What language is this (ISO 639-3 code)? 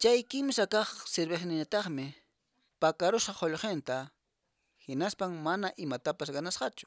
que